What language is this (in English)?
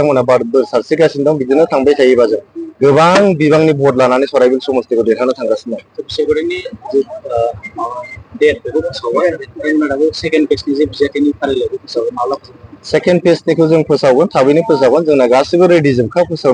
Bodo